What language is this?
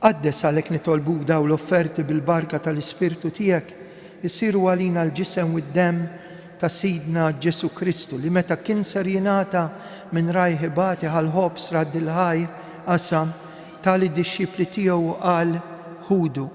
Maltese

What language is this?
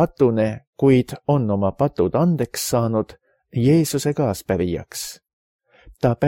Estonian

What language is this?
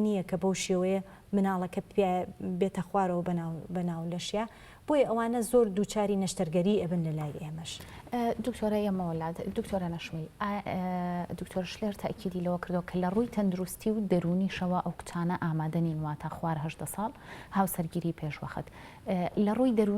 Central Kurdish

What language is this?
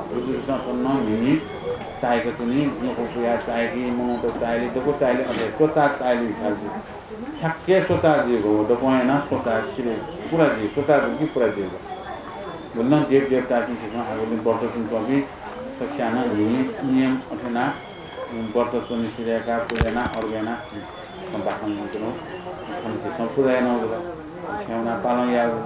Newari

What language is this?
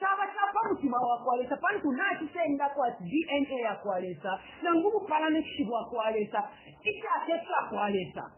Bemba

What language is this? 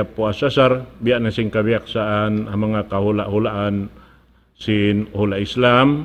Tausug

